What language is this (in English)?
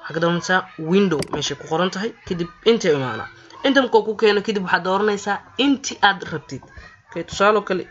Somali